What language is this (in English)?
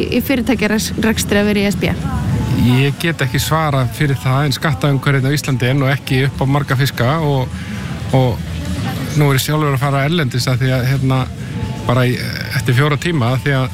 Icelandic